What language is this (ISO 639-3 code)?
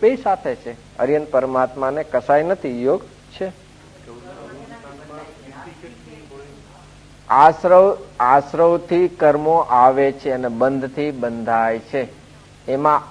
guj